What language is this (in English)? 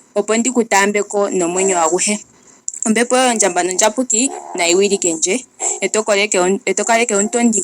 Ndonga